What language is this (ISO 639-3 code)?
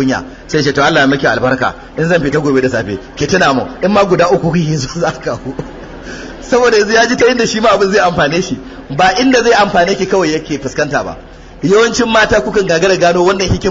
hau